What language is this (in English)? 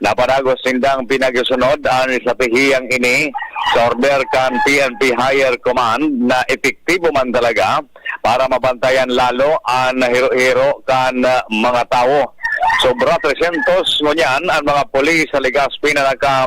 Bikol